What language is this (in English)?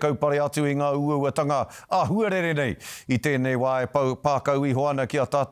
Māori